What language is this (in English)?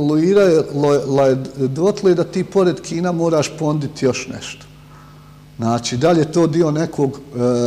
Bosnian